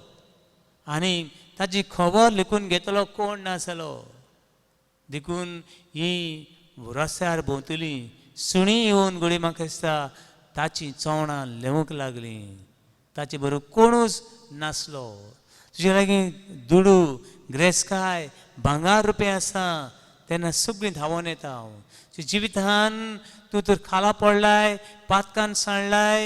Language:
Konkani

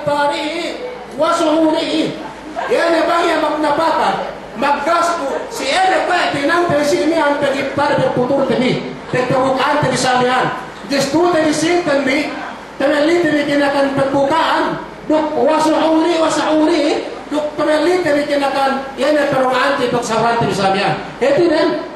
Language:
Yakan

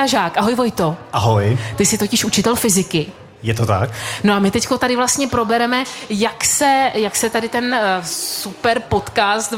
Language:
Czech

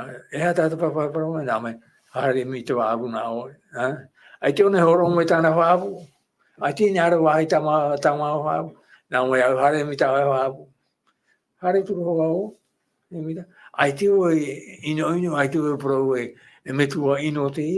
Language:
Tahitian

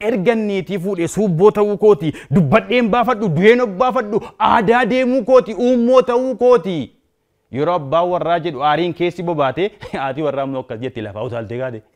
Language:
Oromo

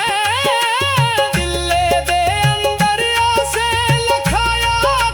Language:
Dogri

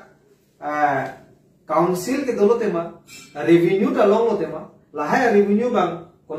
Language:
Karbi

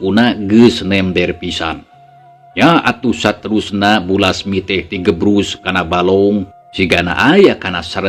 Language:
Sundanese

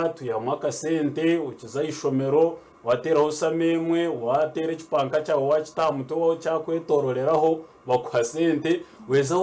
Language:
Nyankole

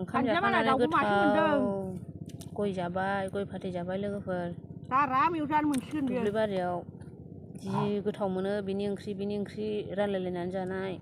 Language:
Bodo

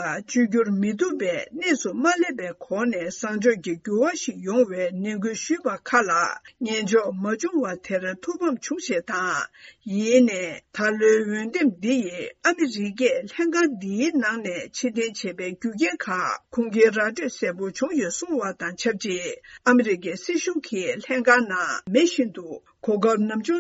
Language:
Tibetan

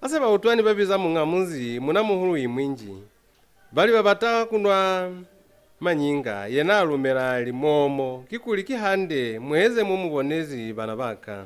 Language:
Lozi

